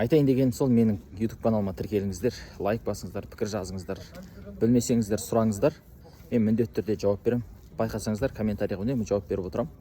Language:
Kazakh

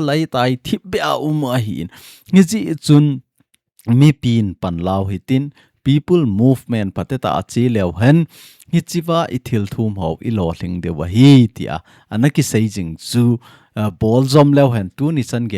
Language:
Thado Chin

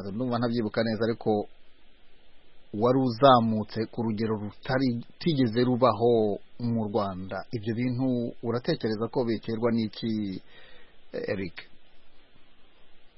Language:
Kinyarwanda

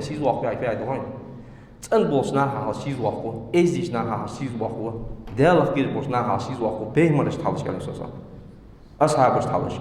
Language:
Ingush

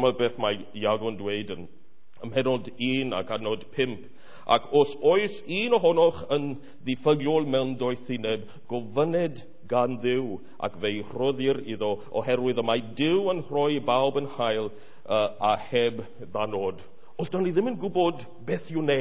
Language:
Welsh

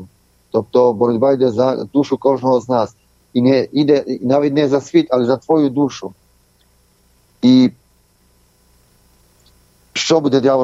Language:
Ukrainian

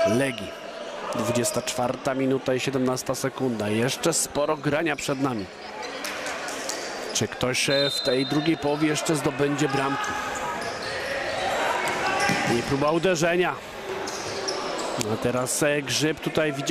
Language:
Polish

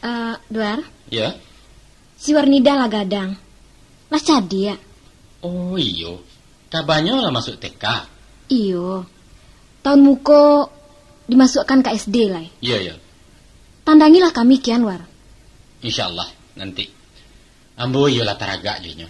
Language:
Minangkabau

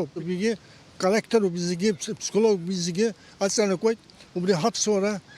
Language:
Abkhazian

